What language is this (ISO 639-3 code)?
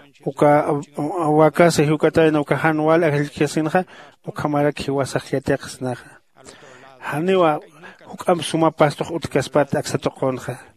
aym